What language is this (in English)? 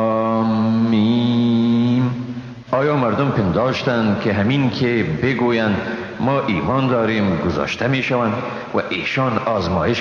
Persian